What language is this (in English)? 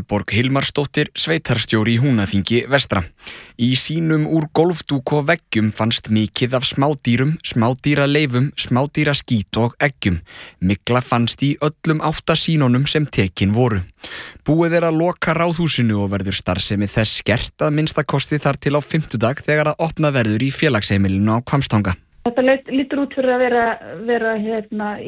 Icelandic